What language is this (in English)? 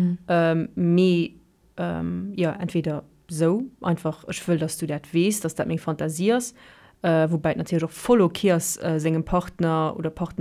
Luxembourgish